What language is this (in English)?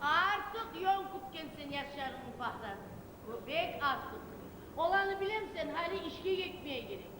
Kumyk